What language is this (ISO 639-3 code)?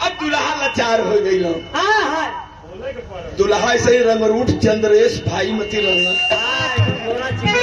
bho